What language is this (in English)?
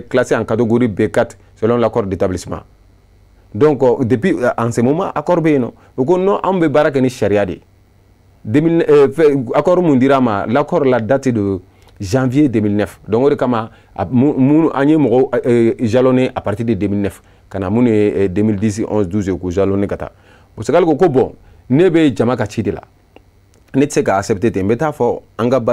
Bambara